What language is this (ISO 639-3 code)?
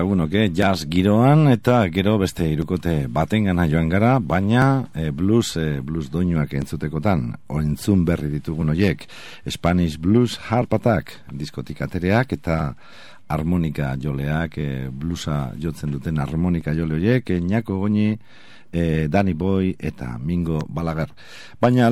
eus